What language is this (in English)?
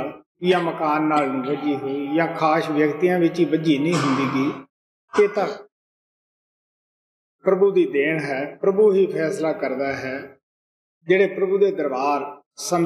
Punjabi